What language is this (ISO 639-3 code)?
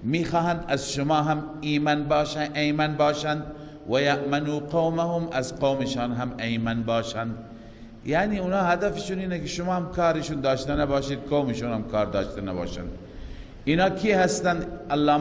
fas